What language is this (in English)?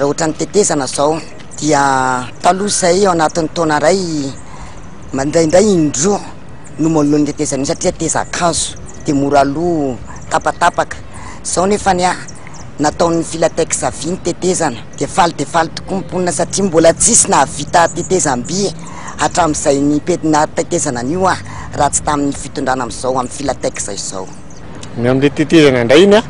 Malagasy